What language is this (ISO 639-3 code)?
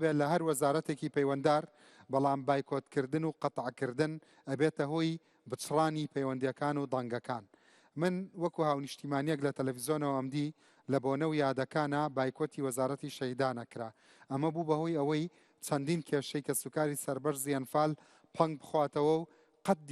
ckb